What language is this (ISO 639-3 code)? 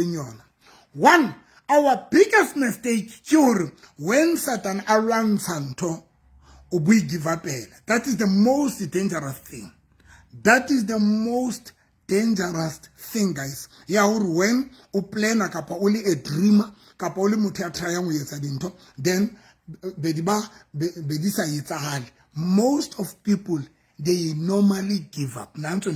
sot